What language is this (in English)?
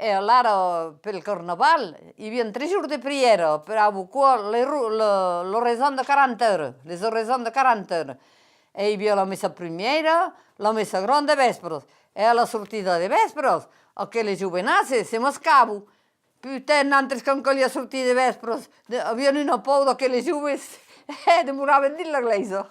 Occitan